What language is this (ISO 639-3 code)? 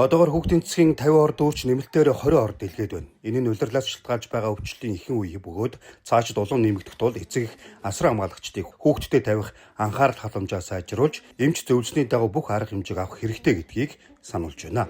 mon